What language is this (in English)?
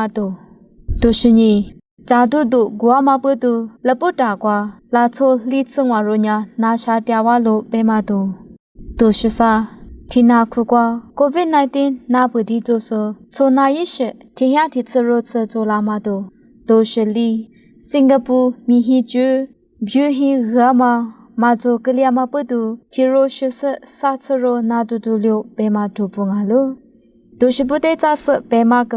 Lisu